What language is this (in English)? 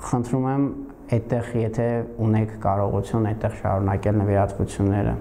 Armenian